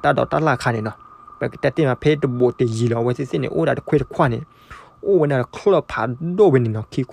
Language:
S'gaw Karen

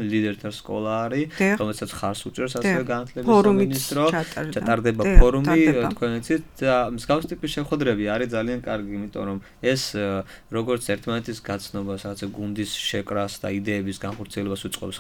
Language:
Georgian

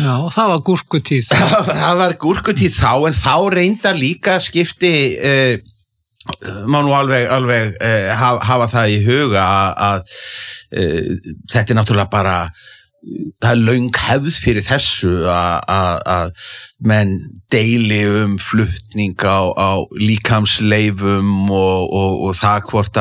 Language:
Icelandic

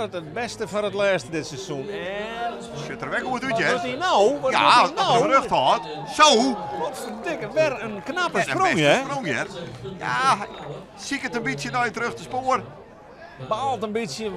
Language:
Western Frisian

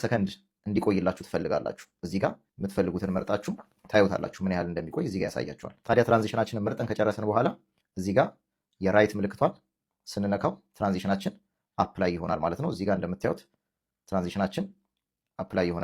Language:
Amharic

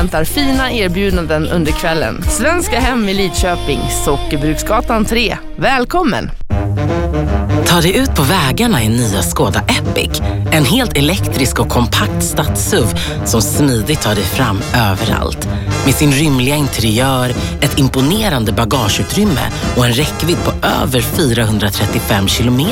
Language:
Swedish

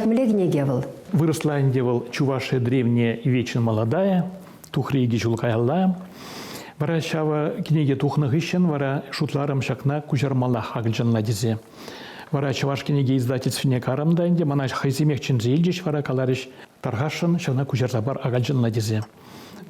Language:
Chuvash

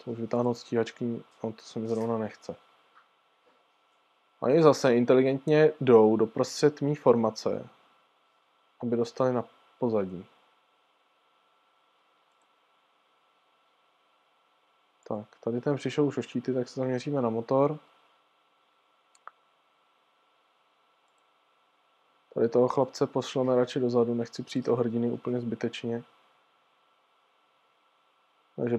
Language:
Czech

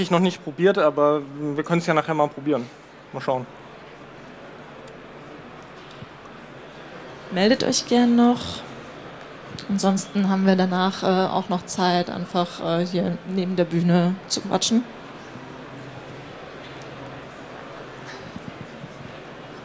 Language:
German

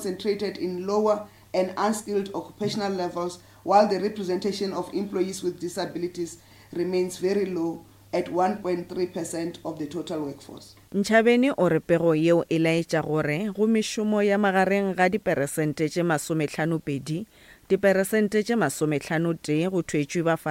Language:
Northern Sotho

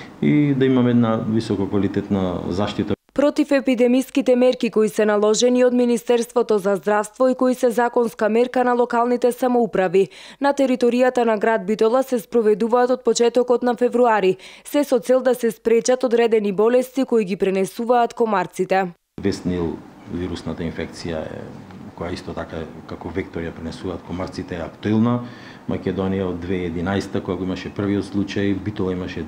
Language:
Macedonian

